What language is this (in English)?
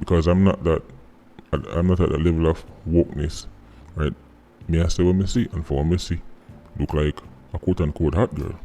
Jamaican Creole English